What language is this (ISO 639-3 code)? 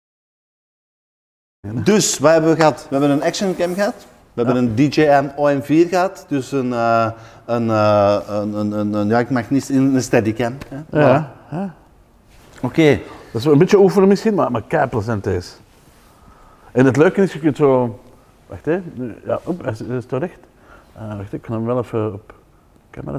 nld